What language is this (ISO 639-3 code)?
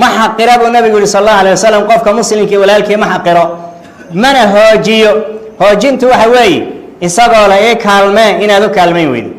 som